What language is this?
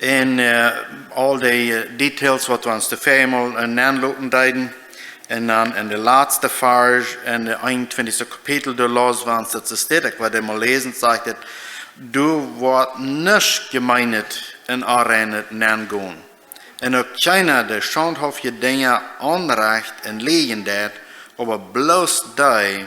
Plautdietsch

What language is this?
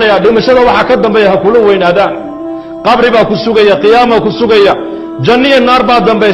Somali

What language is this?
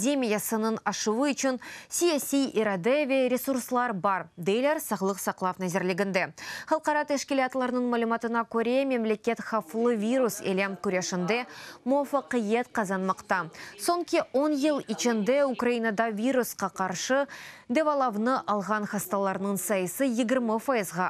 Crimean Tatar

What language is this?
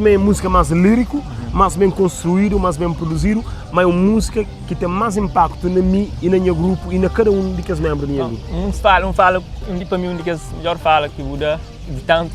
Kabuverdianu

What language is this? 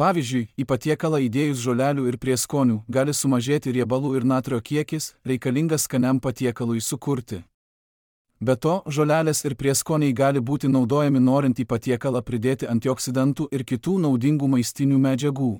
Lithuanian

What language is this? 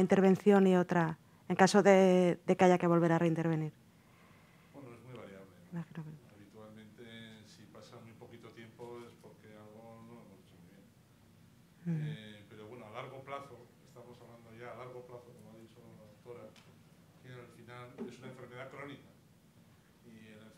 Spanish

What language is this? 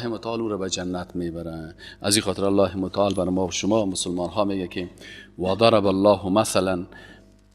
Persian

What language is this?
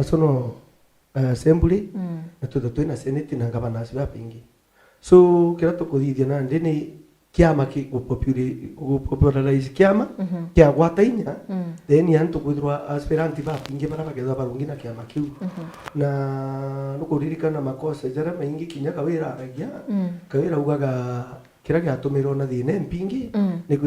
Meru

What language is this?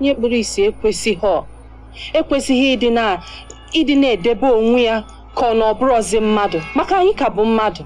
Igbo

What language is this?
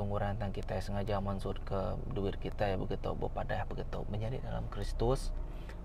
Iban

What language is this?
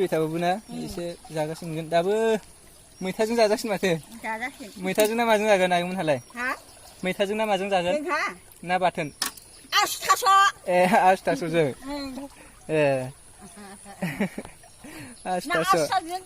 Bodo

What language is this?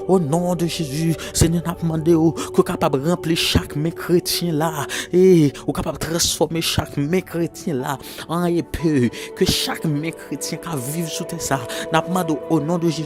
Haitian Creole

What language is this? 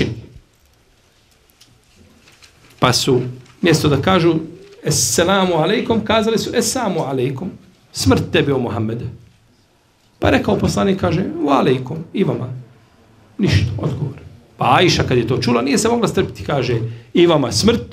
Bosnian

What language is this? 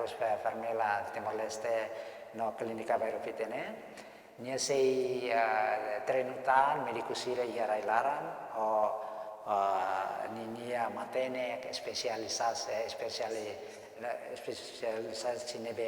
Tetum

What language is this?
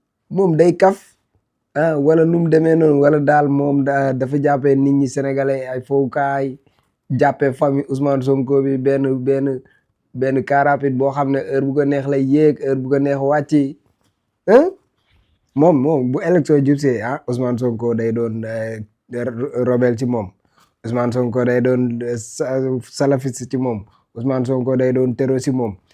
Wolof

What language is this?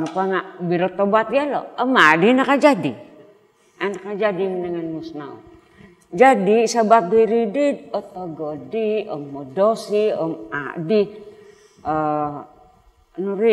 Central Dusun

